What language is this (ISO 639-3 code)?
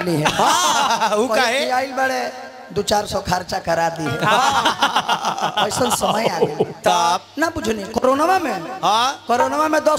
bho